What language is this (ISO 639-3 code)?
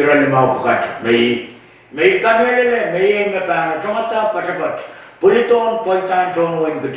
pon